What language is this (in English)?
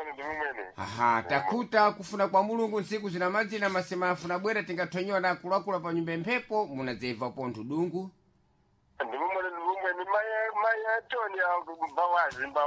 Sena